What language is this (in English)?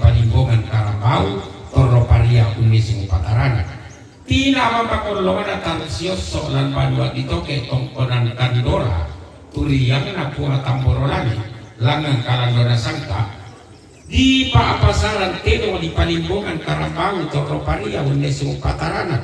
Toraja-Sa'dan